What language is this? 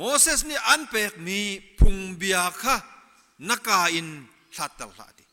Hakha Chin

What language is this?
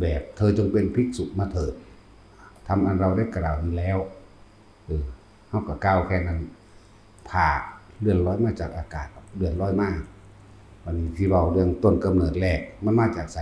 Northeastern Thai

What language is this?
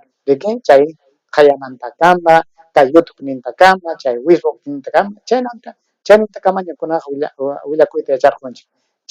Ayacucho Quechua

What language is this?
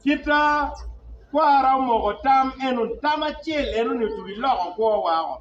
Acoli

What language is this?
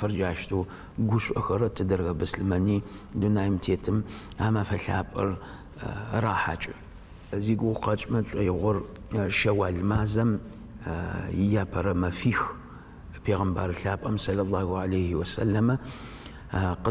Adyghe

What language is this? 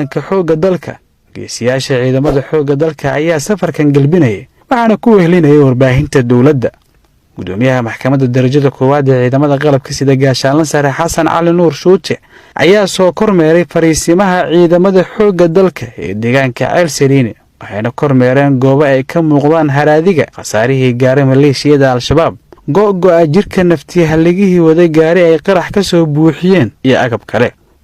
Somali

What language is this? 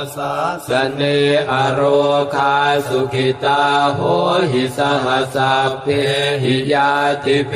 Pali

